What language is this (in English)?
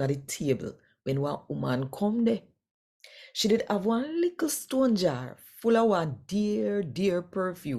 Jamaican Creole English